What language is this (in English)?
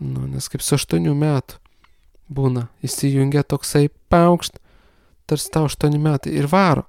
Lithuanian